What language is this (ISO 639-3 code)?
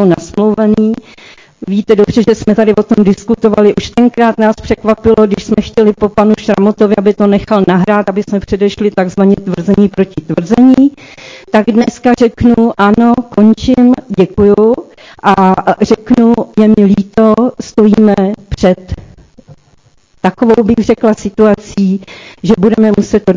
ces